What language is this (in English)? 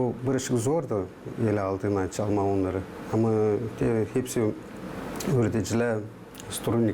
Gagauz